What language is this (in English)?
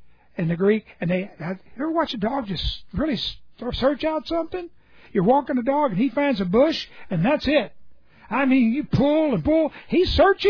English